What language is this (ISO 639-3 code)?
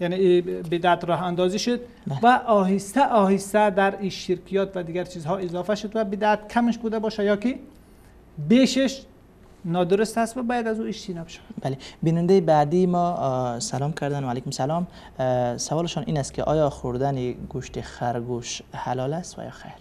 fas